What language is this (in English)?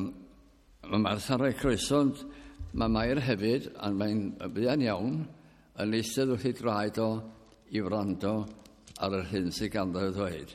Welsh